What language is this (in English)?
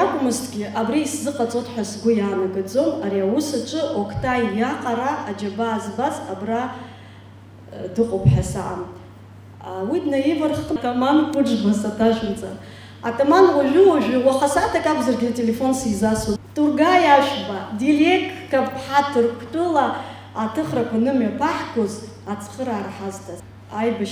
Abkhazian